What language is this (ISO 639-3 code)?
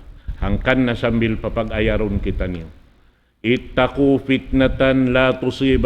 tsg